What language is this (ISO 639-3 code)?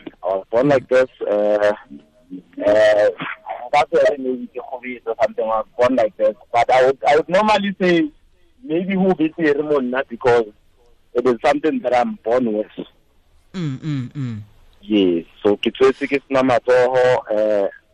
tsn